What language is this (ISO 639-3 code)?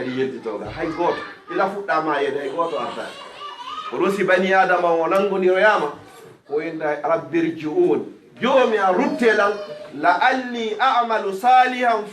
ful